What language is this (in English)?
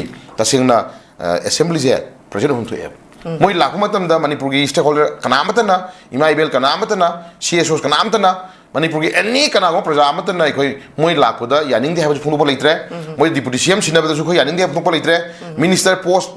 Manipuri